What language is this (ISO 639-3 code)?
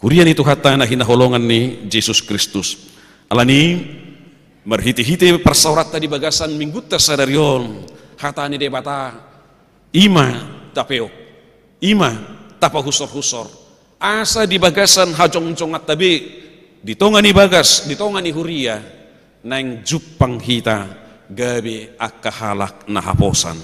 bbc